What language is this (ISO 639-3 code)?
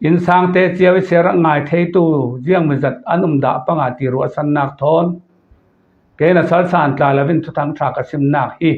cfm